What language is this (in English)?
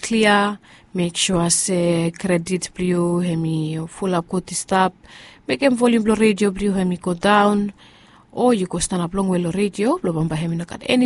Bislama